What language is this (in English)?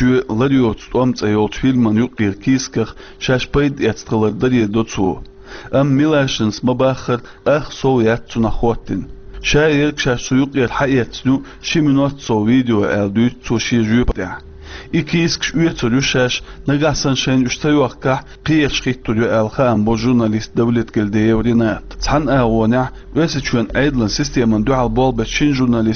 Chechen